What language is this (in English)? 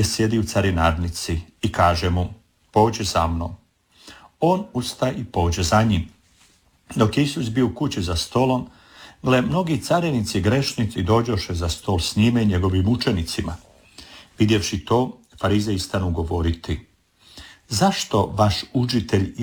Croatian